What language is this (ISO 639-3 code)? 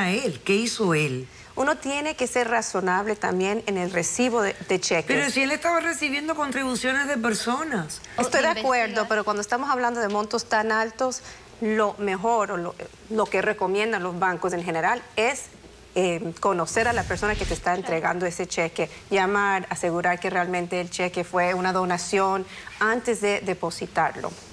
spa